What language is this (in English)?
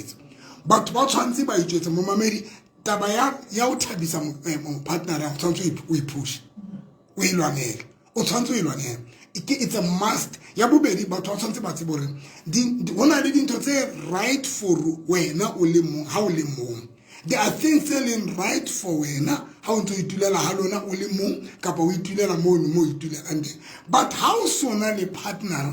Southern Sotho